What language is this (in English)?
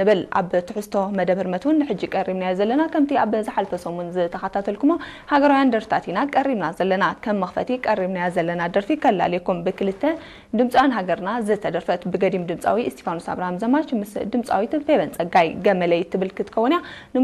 Tigrinya